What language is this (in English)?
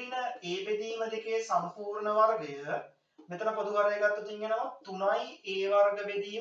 Sinhala